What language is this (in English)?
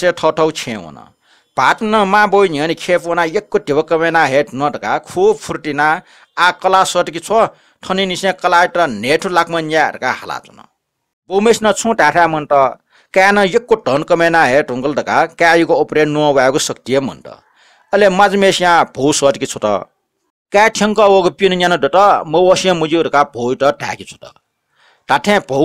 Newari